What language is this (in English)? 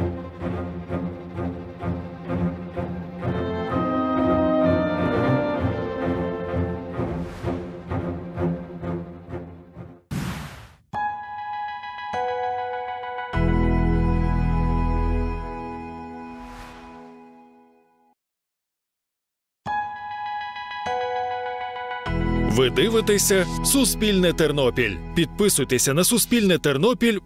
Ukrainian